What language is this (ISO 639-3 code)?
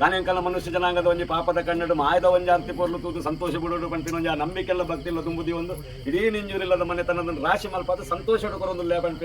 tcy